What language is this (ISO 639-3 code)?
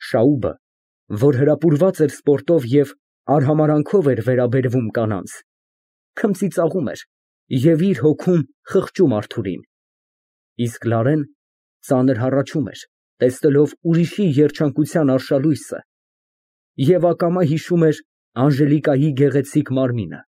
hye